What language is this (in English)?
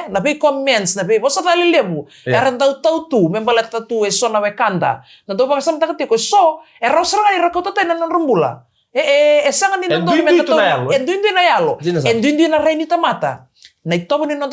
Fijian